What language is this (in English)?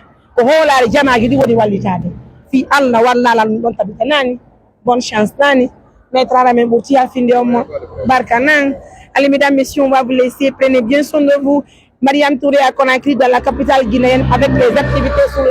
Pular